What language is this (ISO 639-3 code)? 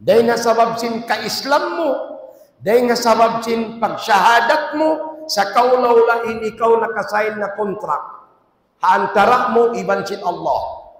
tsg